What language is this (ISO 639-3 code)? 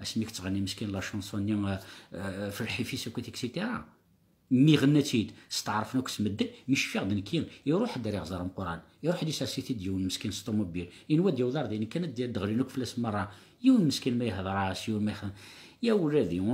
kab